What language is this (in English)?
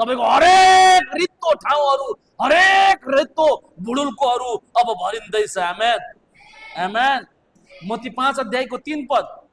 Nepali